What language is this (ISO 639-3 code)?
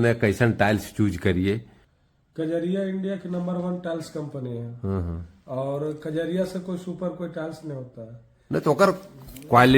mag